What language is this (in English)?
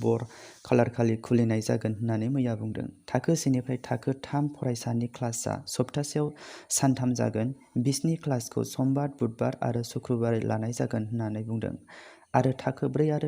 Bodo